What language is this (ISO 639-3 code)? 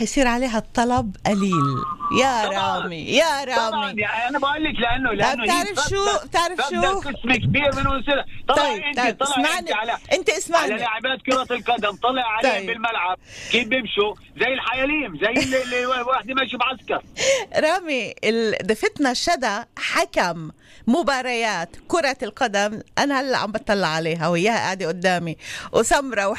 apc